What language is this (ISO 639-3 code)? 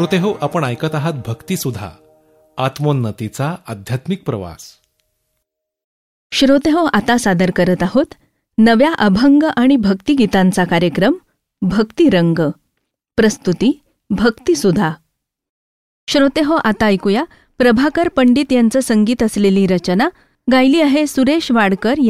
mar